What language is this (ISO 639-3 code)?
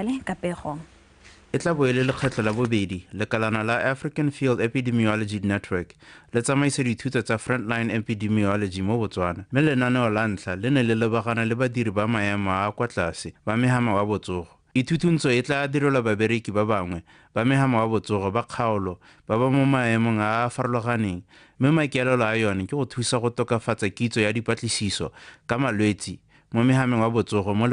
tsn